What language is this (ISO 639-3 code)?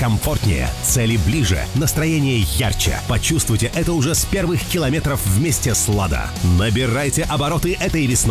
rus